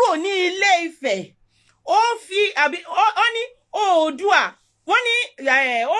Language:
Yoruba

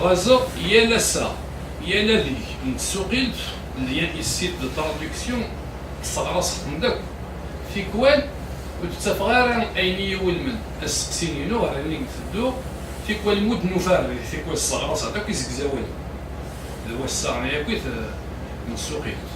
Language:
Kabyle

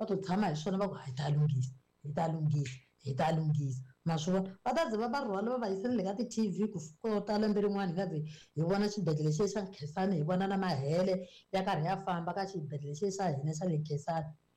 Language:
Tsonga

